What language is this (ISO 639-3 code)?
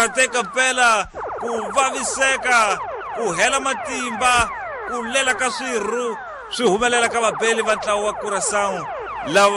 tso